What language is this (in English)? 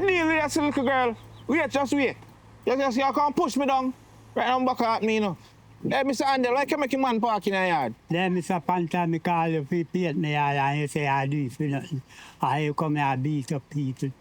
Jamaican Creole English